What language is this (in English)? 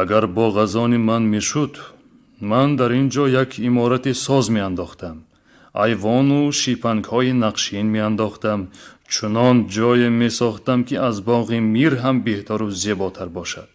Tajik